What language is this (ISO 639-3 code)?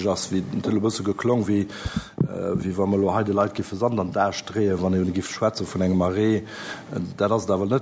ltz